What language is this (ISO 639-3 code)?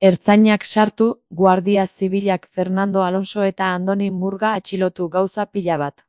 eus